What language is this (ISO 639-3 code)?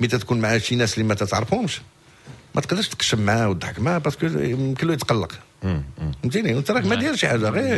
ary